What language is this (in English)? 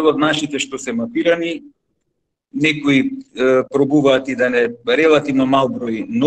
Macedonian